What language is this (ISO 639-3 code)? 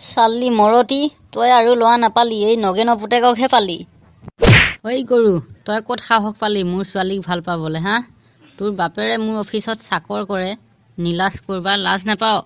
asm